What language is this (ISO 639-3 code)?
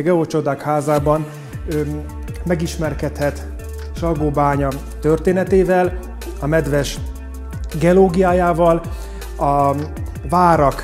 hun